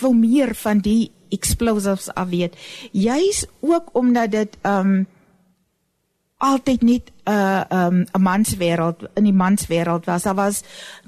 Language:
Afrikaans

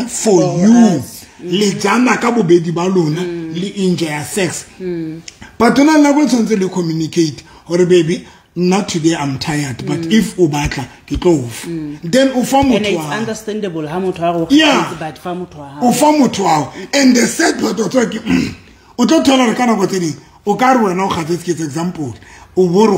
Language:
Southern Sotho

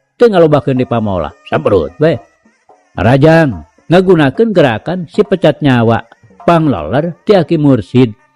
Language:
Sundanese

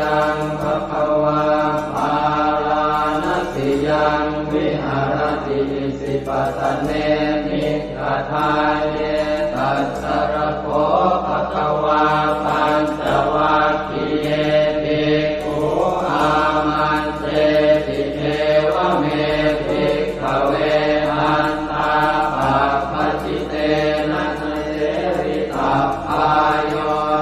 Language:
Pali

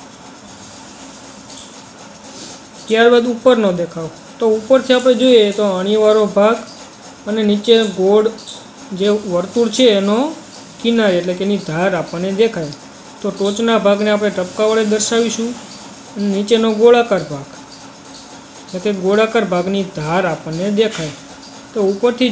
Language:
Gujarati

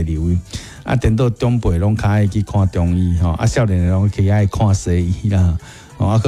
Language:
Min Nan Chinese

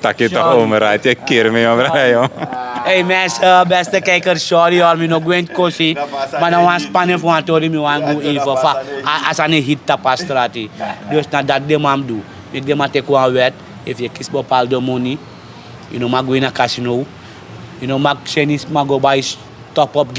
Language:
Sranan Tongo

